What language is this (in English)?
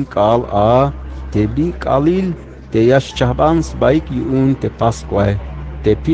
Tzeltal